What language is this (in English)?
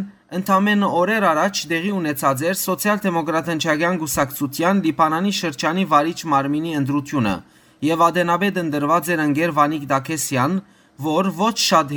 Western Armenian